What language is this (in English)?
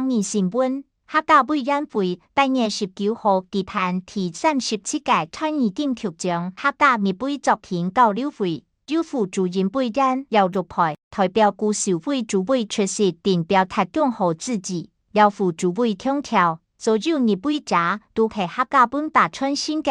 Hakka Chinese